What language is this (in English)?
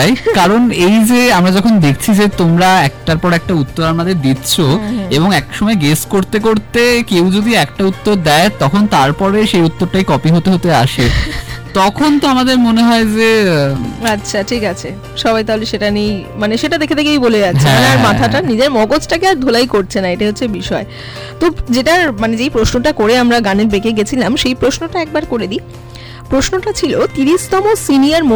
Bangla